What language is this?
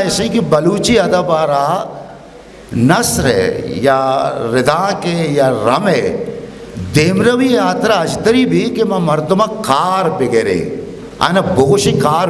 Eastern Balochi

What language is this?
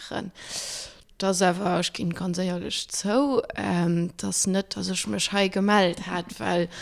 Luxembourgish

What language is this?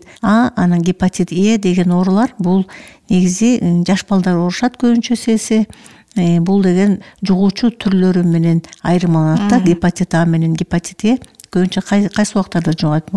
Kyrgyz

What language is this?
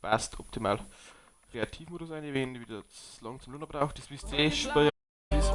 Bavarian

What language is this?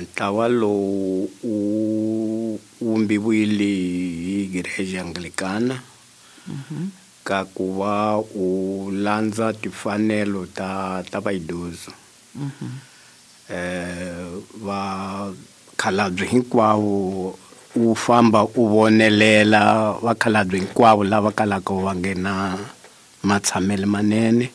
Tsonga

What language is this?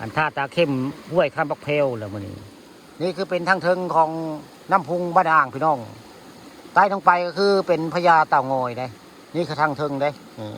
Northeastern Thai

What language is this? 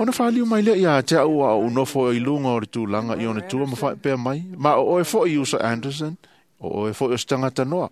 Samoan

